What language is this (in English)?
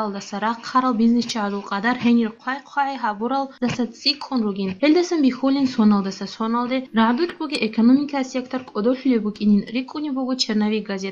Avaric